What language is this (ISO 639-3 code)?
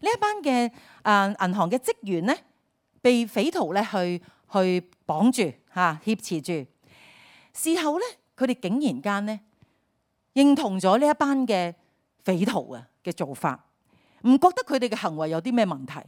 yue